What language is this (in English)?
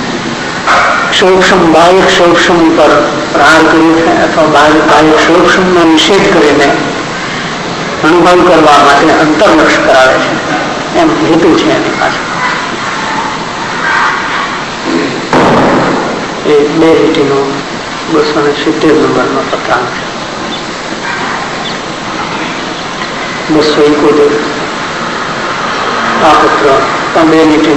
Gujarati